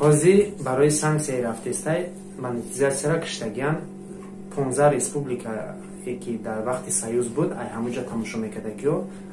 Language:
Tajik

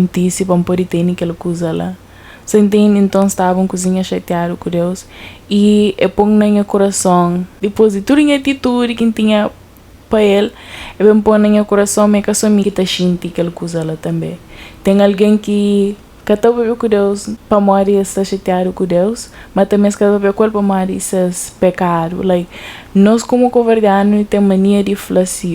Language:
Kabuverdianu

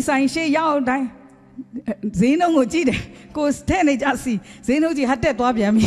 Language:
Burmese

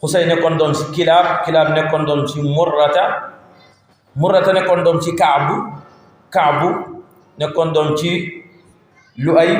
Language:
Wolof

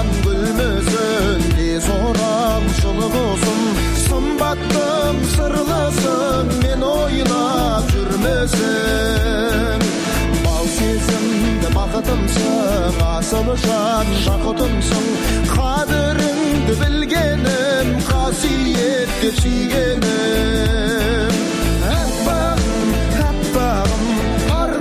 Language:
Kazakh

